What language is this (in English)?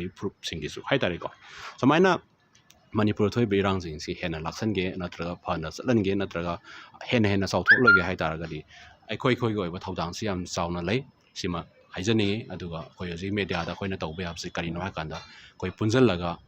Manipuri